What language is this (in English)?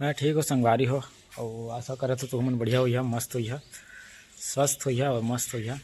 Chhattisgarhi